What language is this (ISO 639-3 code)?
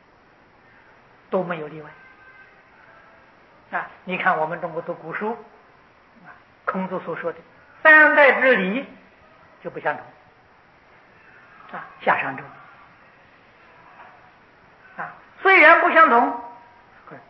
zho